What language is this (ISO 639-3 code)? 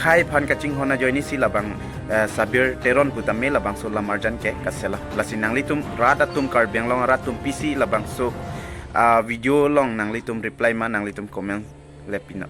mjw